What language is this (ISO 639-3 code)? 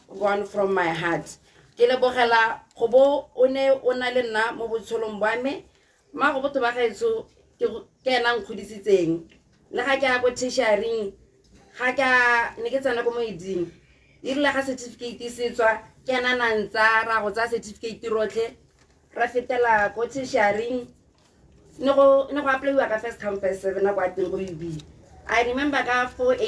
tsn